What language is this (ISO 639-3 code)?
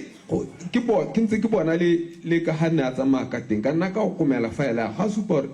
tsn